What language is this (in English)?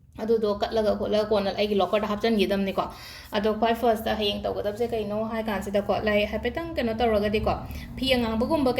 Manipuri